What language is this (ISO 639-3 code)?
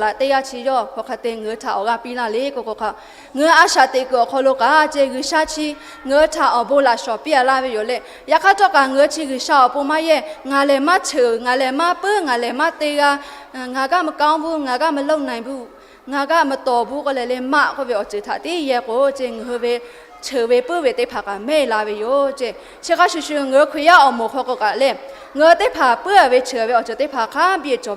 lhu